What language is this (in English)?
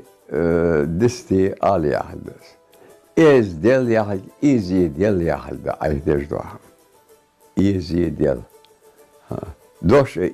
Ingush